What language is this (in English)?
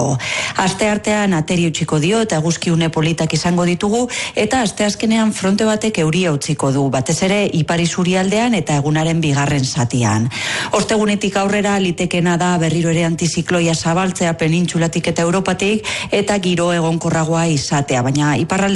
Basque